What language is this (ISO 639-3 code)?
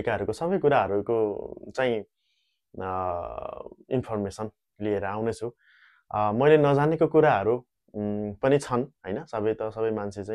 nep